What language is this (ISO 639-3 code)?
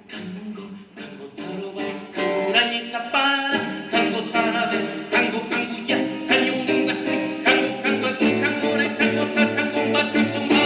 grn